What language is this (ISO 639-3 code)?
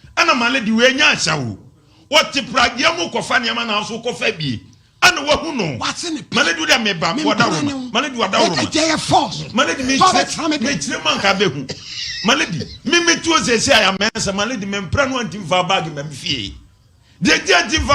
aka